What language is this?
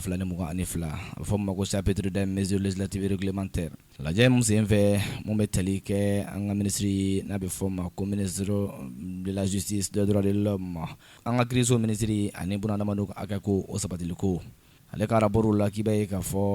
Bambara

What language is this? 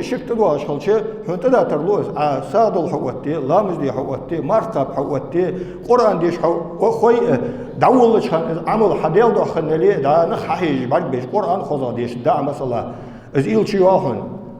Ingush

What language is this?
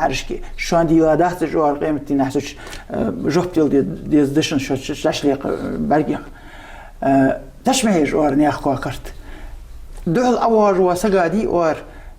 Ingush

